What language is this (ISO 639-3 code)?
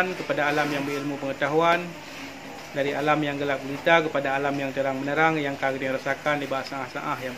ace